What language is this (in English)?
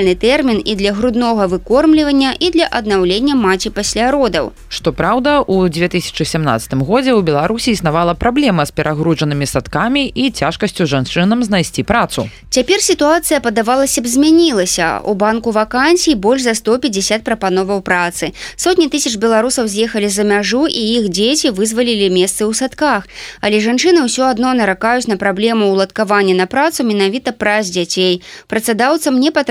Belarusian